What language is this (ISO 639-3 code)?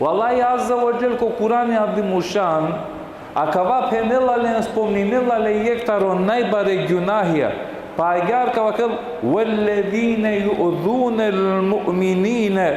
rmn